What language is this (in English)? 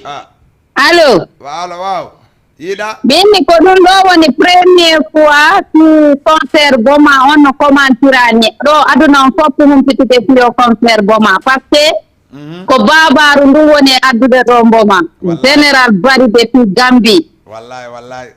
Fula